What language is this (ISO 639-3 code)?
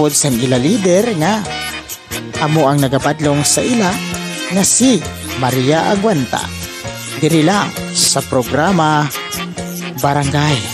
hil